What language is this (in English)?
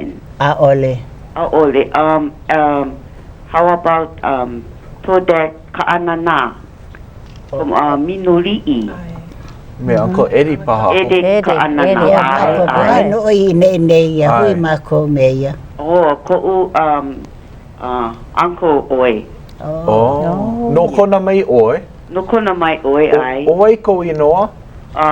Hawaiian